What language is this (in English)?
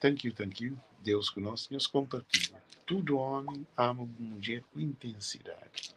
Kabuverdianu